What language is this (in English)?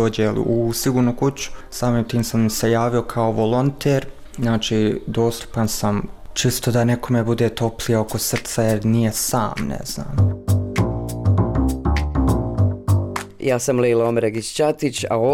Bosnian